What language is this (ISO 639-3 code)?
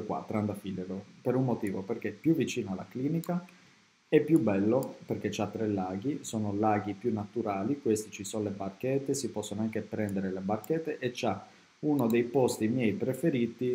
ita